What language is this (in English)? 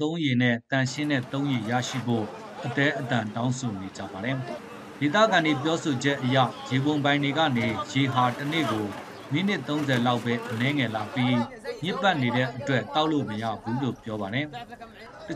Burmese